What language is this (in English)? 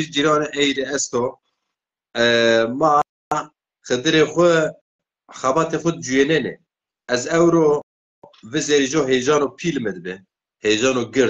Zaza